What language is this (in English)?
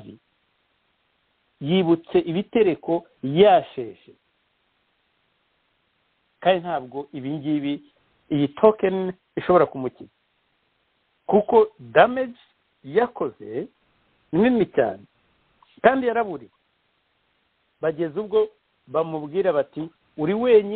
Kinyarwanda